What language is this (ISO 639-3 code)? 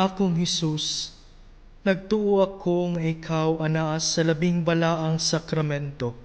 ceb